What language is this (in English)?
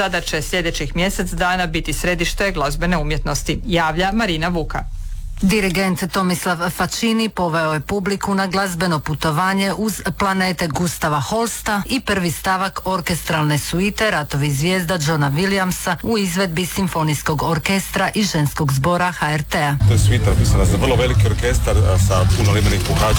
Croatian